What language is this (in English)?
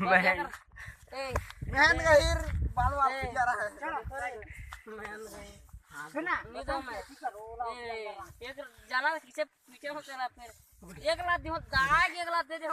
Chhattisgarhi